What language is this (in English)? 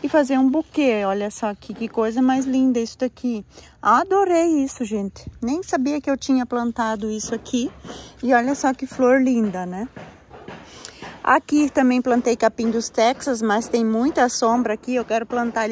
Portuguese